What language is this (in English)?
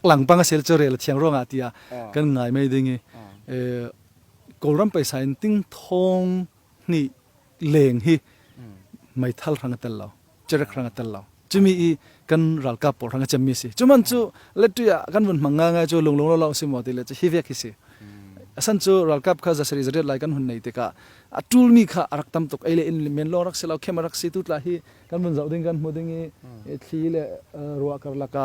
Falam Chin